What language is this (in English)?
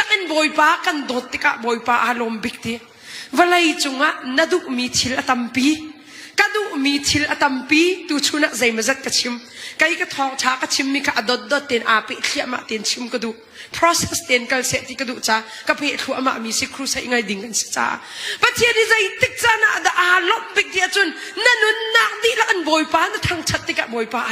Hakha Chin